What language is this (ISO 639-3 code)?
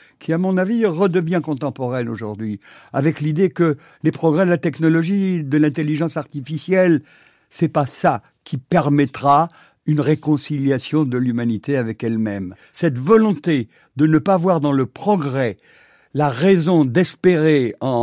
fra